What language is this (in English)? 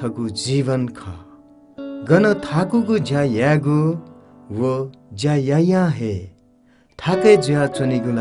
Newari